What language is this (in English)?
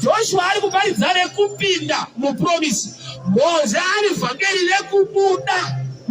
Shona